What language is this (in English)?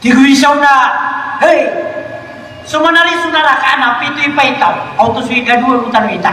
Maranao